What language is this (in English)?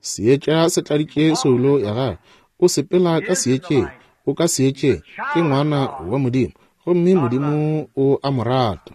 Northern Sotho